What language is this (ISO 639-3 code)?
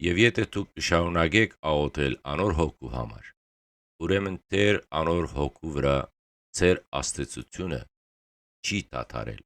hyw